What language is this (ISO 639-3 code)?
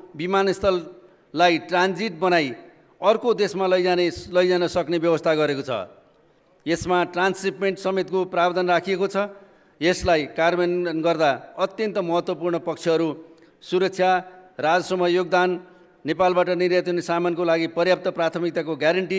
nep